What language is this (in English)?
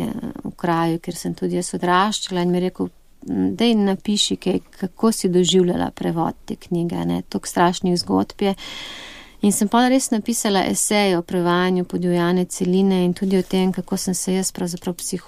Slovenian